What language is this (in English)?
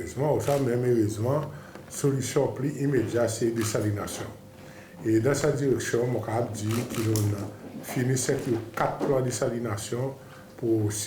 Seselwa Creole French